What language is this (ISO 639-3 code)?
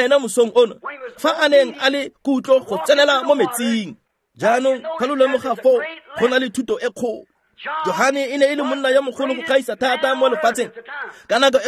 tsn